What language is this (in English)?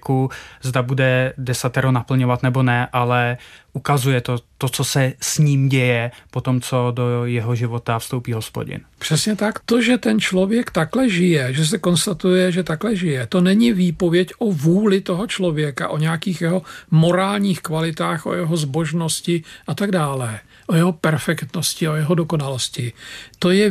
Czech